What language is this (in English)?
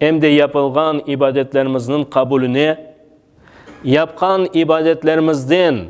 Crimean Tatar